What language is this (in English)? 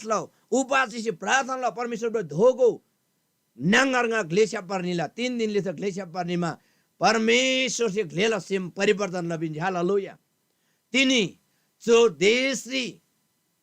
Eastern Tamang